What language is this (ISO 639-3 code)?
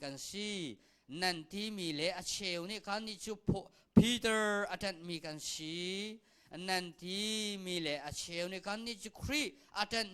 cnh